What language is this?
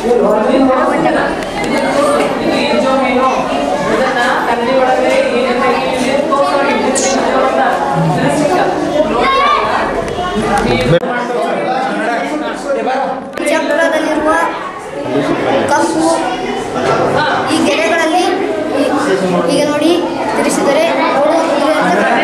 Kannada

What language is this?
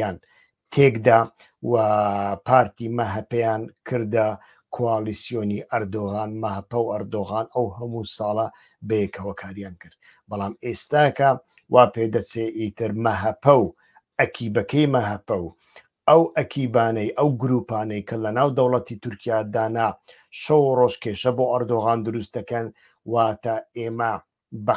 Central Kurdish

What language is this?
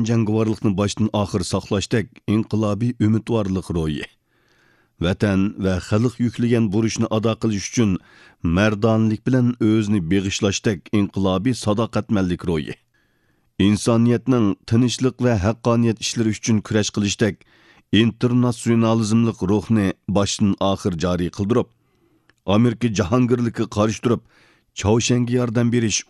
Uyghur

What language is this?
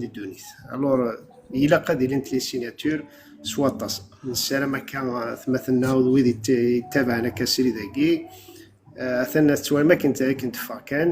Kabyle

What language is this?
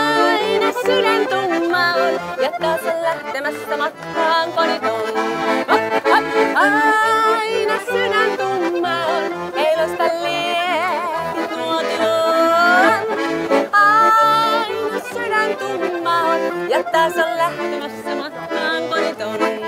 Finnish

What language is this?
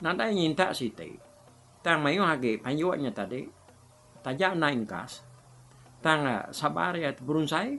Iban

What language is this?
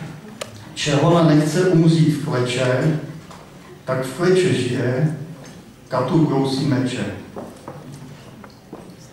Czech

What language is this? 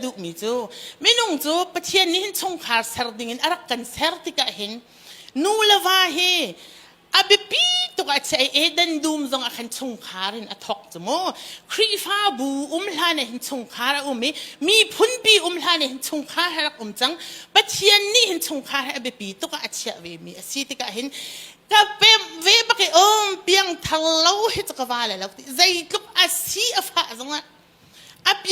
Hakha Chin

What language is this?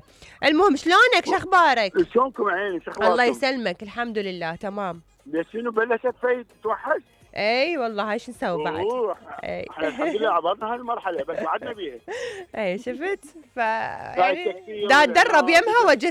Mesopotamian Arabic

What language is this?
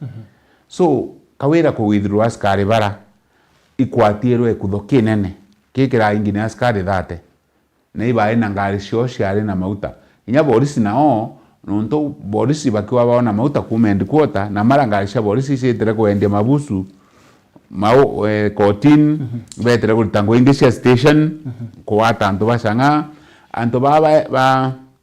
Meru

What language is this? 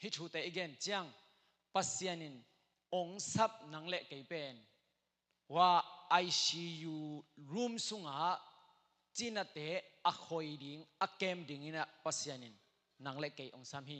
Tedim Chin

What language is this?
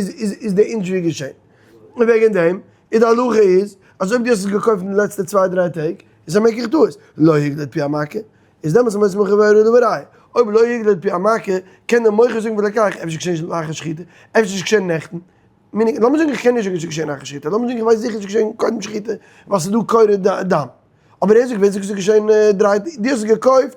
Yiddish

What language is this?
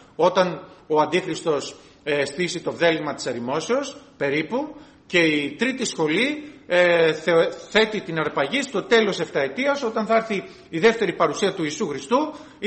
Greek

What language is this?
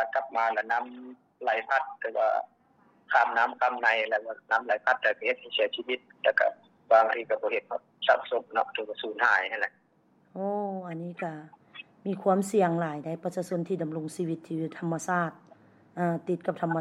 Lao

